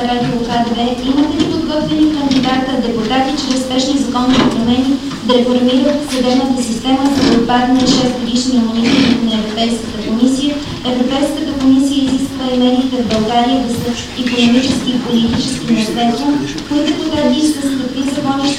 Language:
Bulgarian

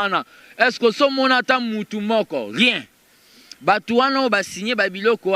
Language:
Lingala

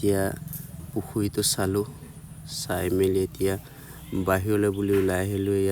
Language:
Assamese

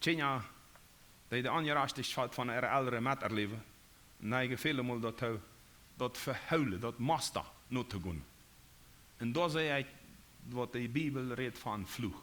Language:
Plautdietsch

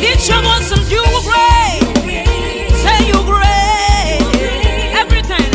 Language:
Ewe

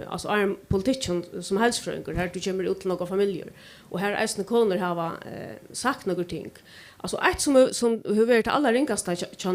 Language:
Faroese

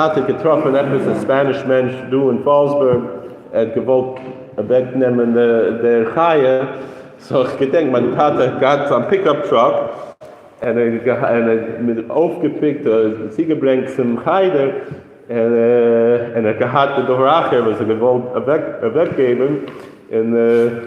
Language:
Yiddish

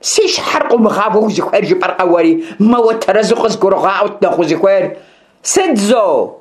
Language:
Kabardian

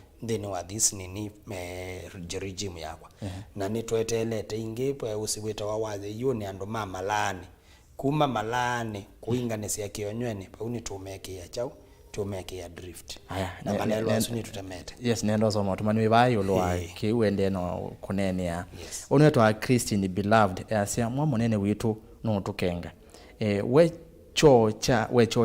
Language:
Kamba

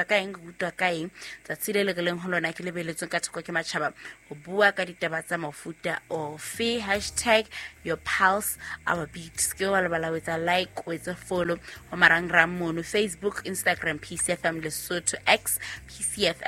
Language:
Southern Sotho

